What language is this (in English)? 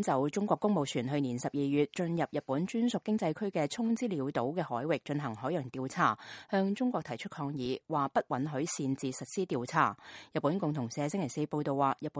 Cantonese